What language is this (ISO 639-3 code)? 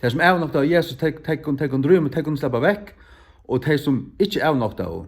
fao